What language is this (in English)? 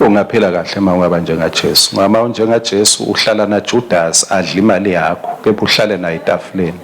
Swati